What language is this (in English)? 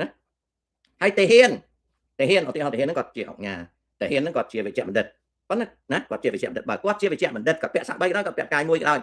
Khmer